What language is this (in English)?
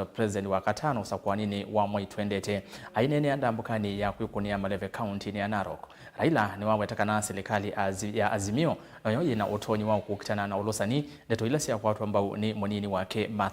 Kamba